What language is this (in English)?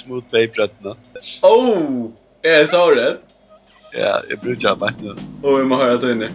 Faroese